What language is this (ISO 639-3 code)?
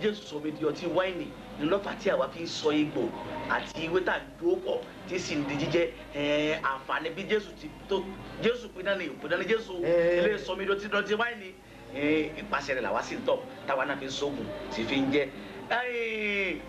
yor